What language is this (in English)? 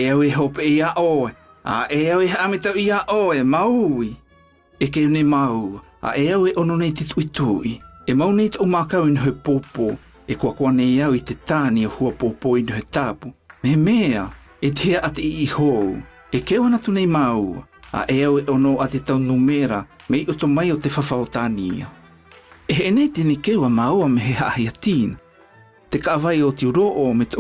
South Marquesan